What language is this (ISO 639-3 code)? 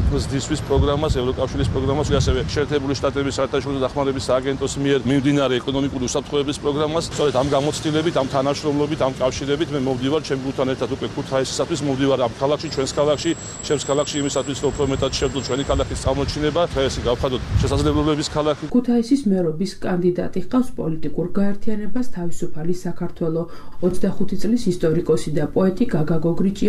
kat